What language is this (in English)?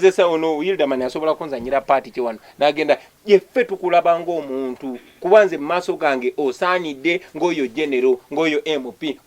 Ganda